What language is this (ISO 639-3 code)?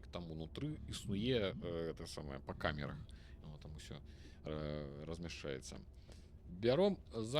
bel